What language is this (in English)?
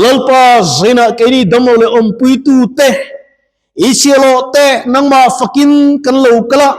Mizo